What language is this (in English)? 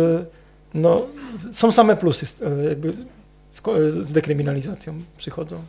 Polish